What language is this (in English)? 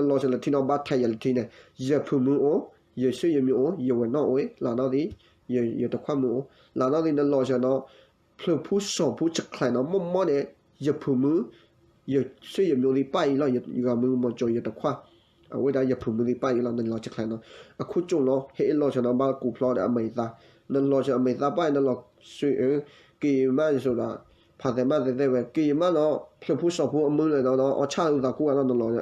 S'gaw Karen